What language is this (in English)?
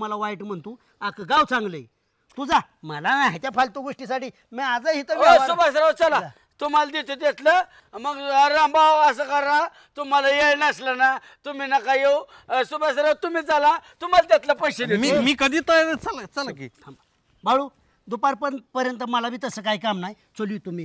Marathi